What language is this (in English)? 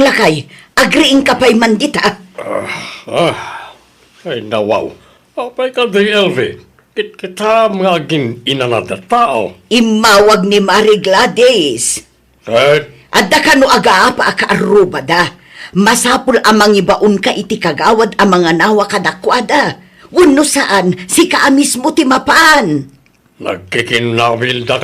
Iloko